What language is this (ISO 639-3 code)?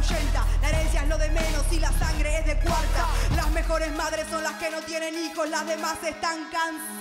spa